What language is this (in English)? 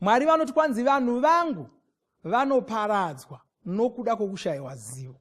Shona